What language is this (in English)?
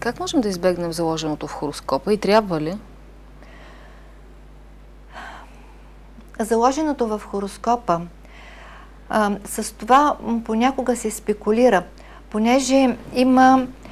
Bulgarian